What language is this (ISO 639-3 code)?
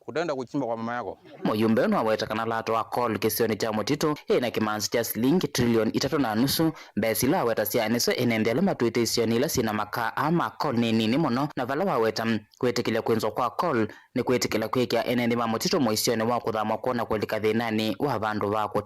kam